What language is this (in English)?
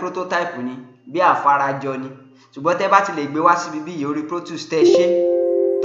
Yoruba